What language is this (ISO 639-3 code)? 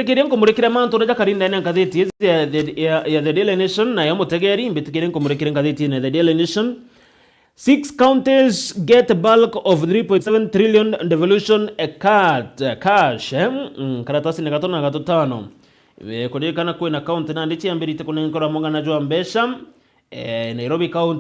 mer